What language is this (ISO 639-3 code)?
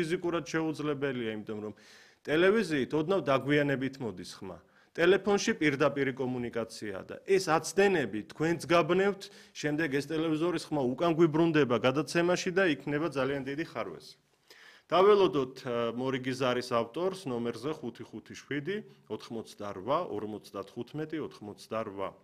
kat